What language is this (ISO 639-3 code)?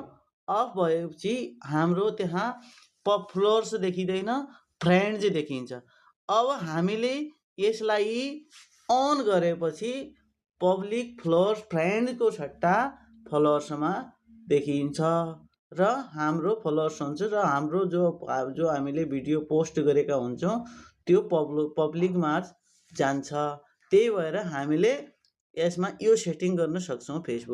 nep